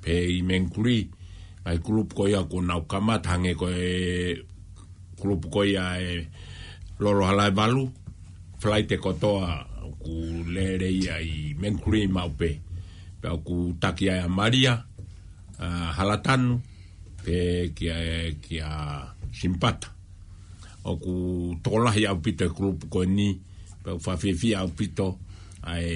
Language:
Tongan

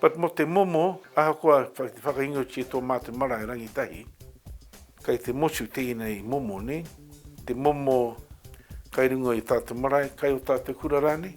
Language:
Māori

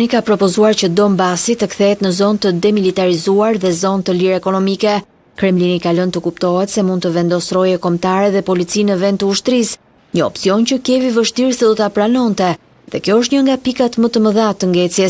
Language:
Albanian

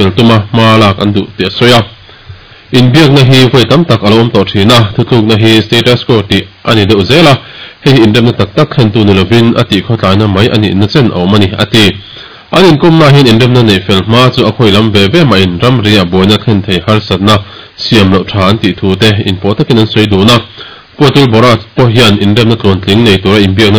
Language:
Mizo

